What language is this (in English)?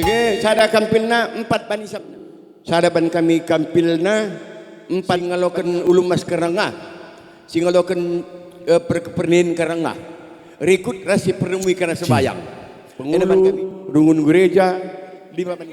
Batak Karo